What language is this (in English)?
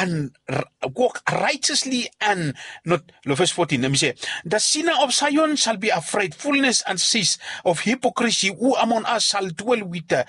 Bislama